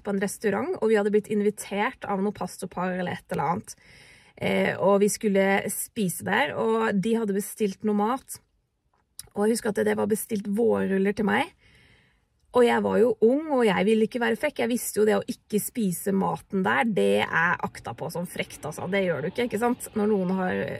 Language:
Norwegian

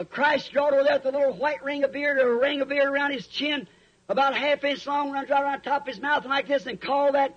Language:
Makhuwa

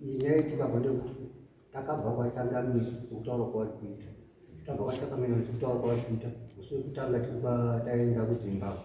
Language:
Shona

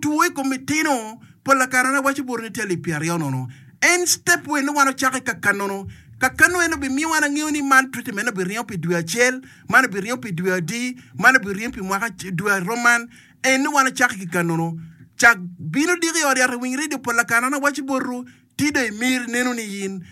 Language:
Acoli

